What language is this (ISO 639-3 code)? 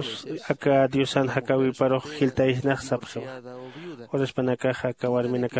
aym